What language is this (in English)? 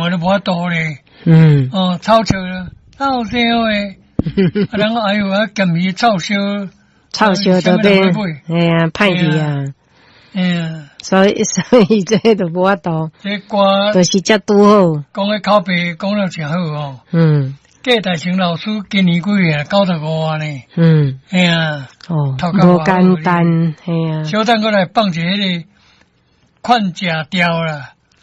Min Nan Chinese